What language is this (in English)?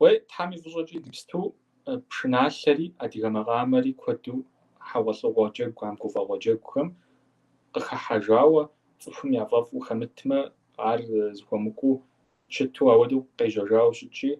Kabardian